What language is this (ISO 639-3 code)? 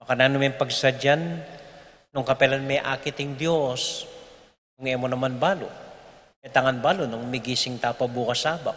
pam